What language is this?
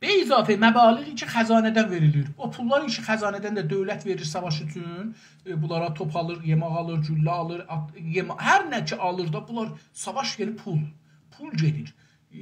South Azerbaijani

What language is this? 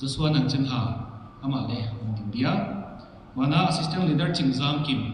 Paite Chin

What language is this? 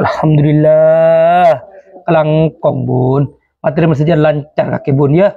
Madurese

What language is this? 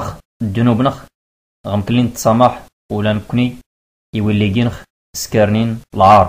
Tachelhit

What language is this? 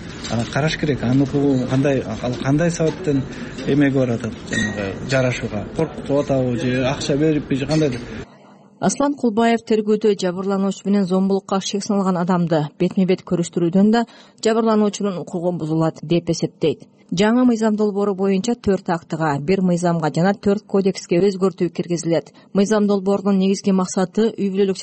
Kyrgyz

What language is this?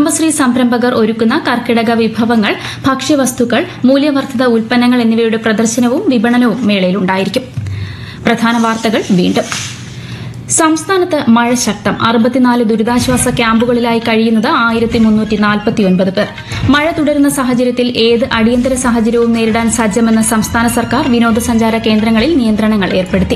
Malayalam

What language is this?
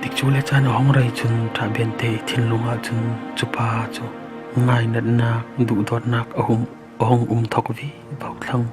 Falam Chin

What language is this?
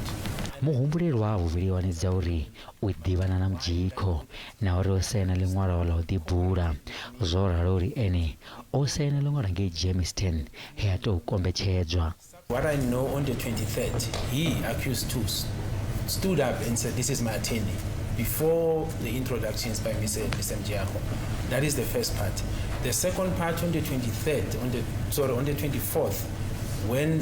Venda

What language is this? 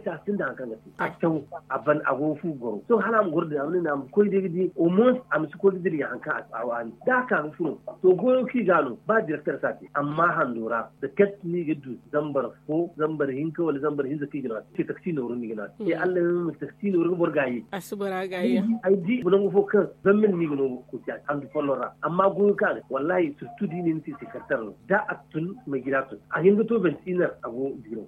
Zarma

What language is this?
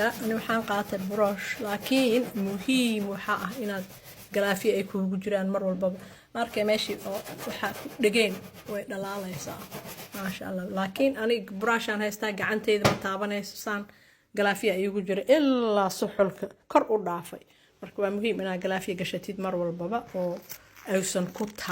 Somali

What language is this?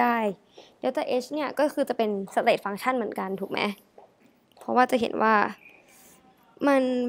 Thai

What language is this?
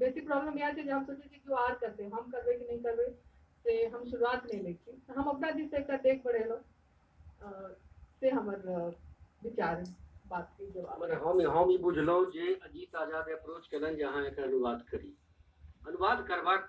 Maithili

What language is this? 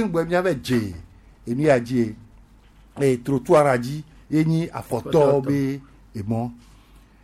Gen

